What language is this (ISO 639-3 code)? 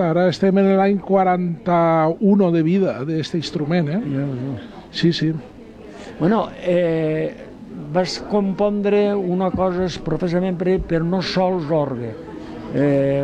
cat